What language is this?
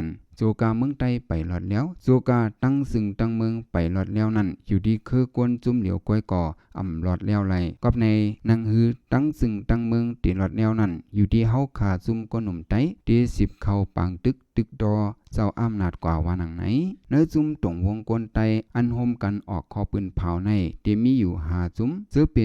Shan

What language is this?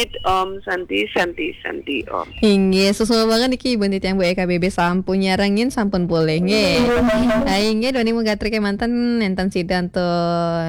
Balinese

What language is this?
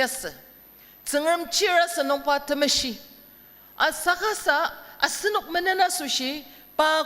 Ao Naga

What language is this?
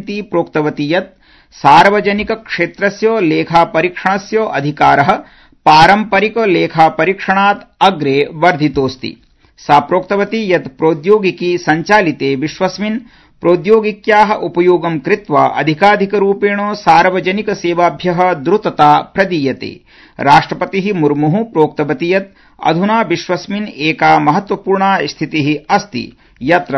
Sanskrit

